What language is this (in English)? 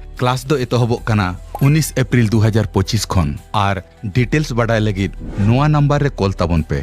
Santali